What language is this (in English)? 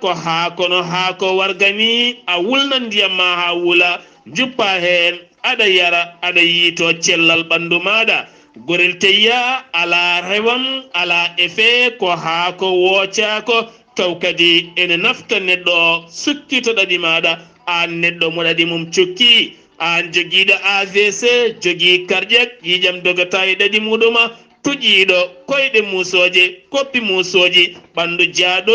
Fula